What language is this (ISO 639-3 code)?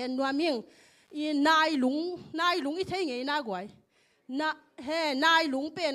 ctd